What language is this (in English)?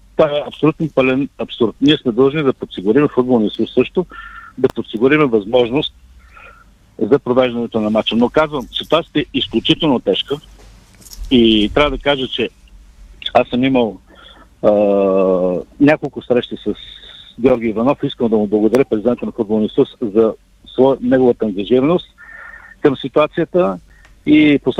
Bulgarian